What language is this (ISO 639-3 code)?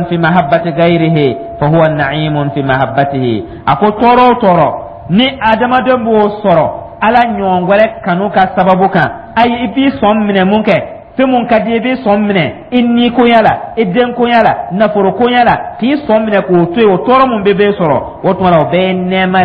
dyu